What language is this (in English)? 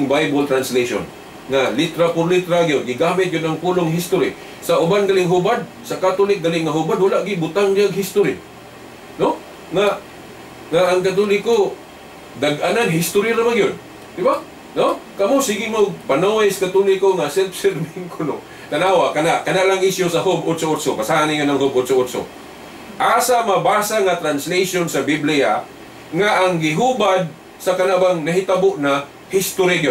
Cebuano